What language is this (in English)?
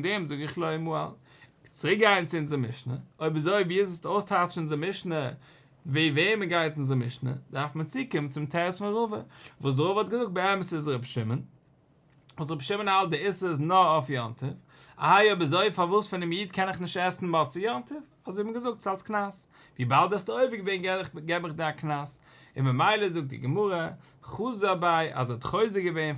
Yiddish